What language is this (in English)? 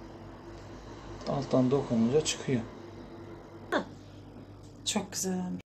Turkish